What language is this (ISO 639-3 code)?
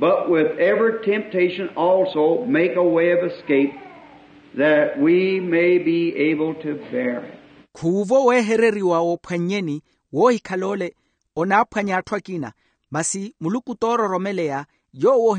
vmw